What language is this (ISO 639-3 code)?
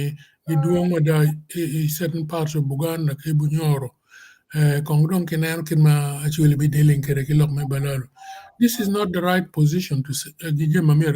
ach